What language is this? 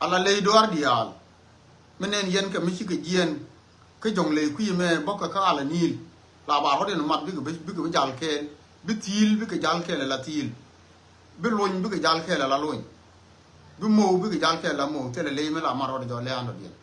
Nuer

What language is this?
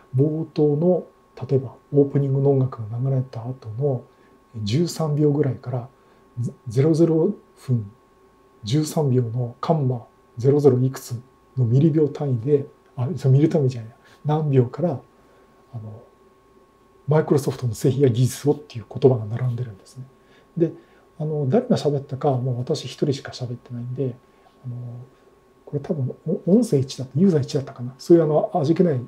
Japanese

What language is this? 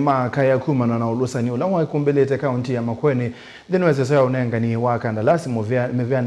Kamba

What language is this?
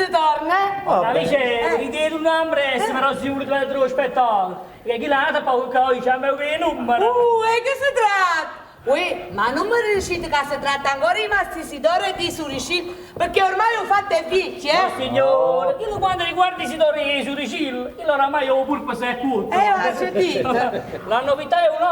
Neapolitan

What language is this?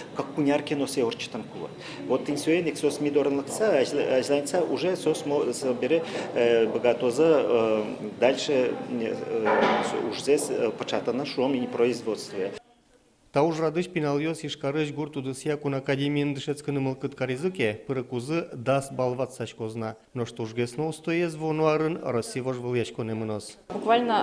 Udmurt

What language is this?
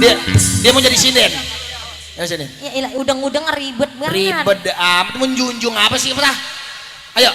Betawi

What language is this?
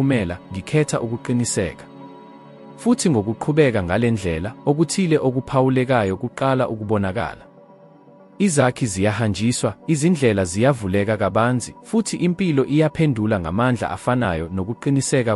Zulu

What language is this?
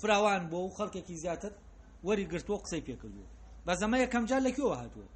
Central Kurdish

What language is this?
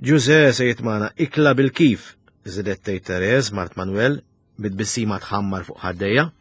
Maltese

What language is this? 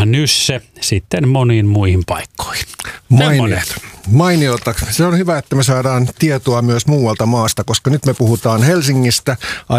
Finnish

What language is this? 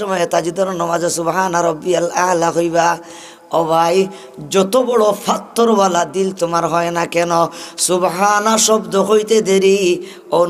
Sylheti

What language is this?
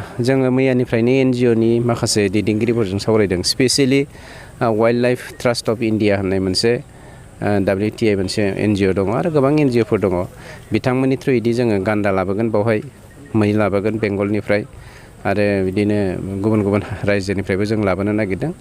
Bodo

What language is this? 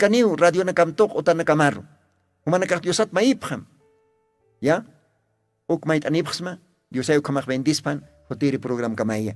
Aymara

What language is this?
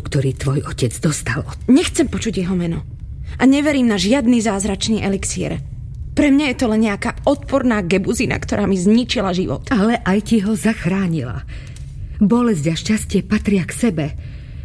Slovak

